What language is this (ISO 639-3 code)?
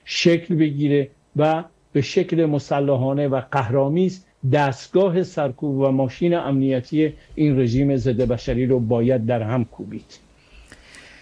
fas